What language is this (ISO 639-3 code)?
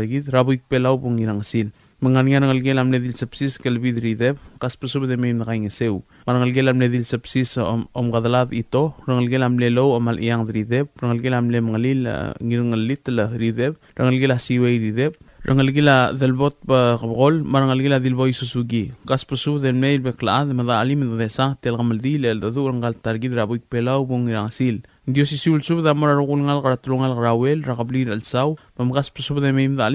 pau